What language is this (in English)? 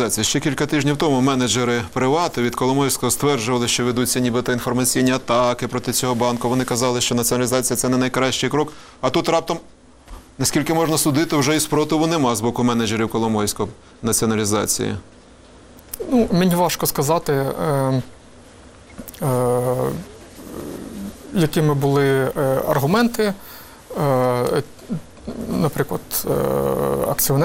Ukrainian